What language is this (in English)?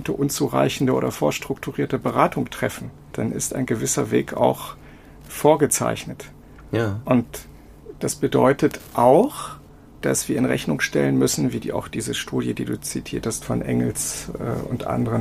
German